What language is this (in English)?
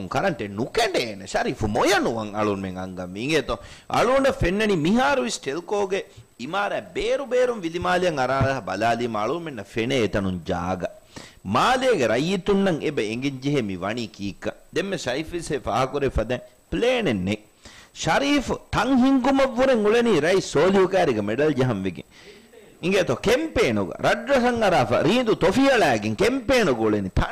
Divehi